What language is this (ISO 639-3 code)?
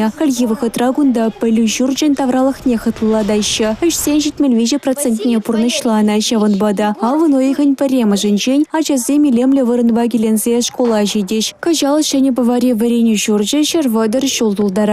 chv